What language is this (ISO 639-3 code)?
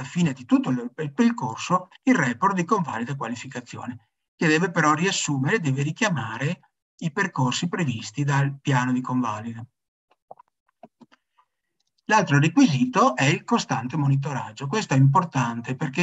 ita